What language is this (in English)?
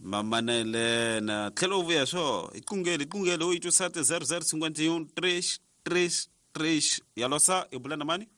Tsonga